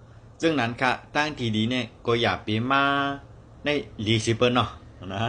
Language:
Shan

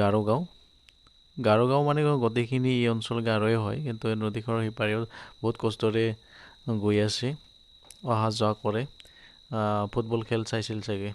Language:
Assamese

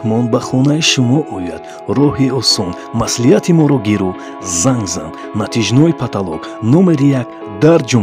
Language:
Tajik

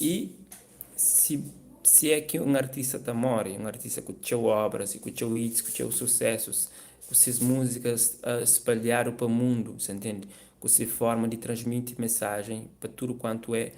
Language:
Kabuverdianu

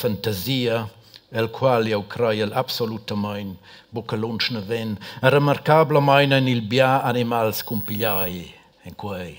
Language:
Romansh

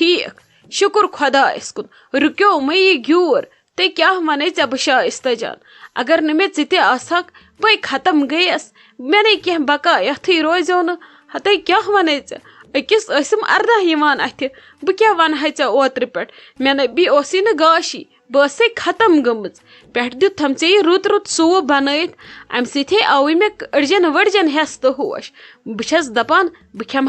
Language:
Kashmiri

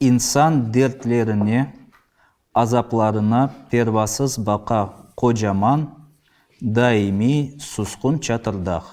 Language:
Crimean Tatar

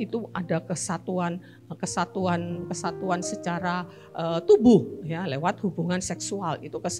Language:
Indonesian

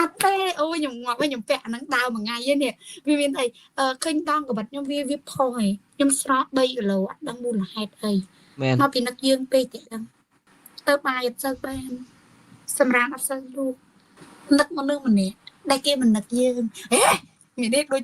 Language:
Khmer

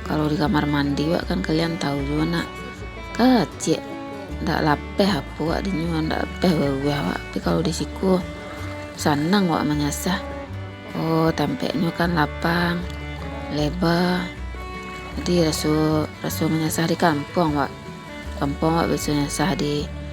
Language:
Minangkabau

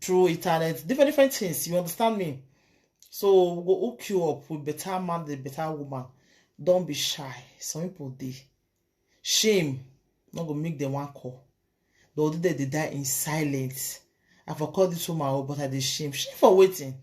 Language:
Nigerian Pidgin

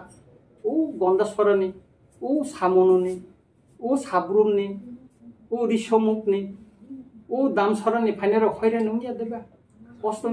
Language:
Kok Borok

